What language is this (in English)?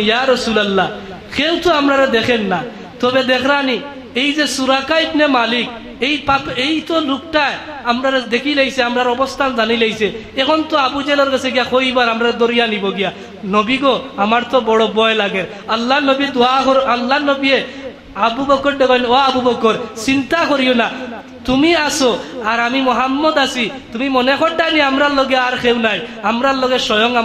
Sylheti